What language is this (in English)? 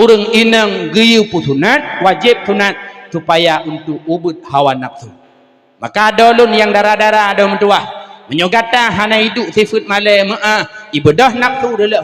Achinese